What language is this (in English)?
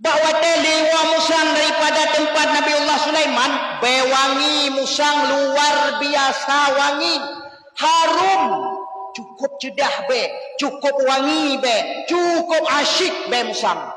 Achinese